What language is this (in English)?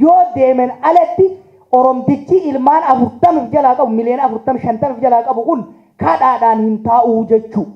Oromo